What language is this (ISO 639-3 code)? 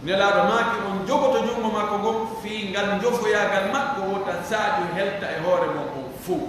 fuf